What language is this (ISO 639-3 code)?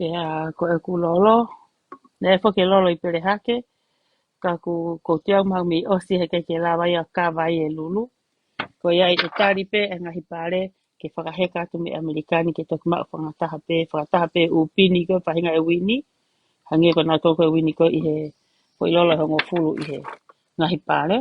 ton